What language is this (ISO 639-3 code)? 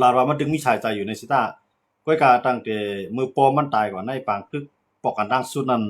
shn